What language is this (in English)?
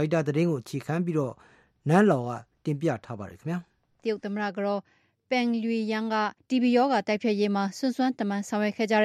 Burmese